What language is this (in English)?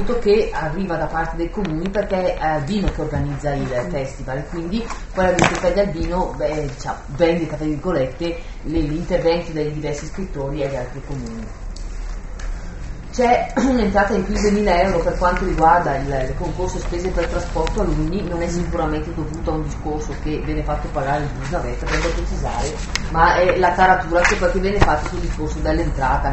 Italian